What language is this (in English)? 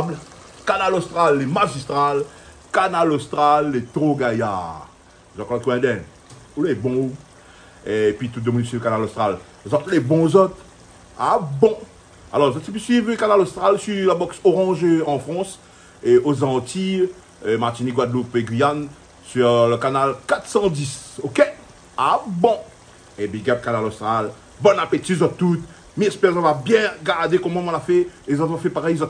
Réunion Creole French